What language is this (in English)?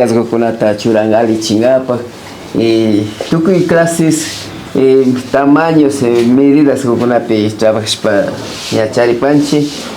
Imbabura Highland Quichua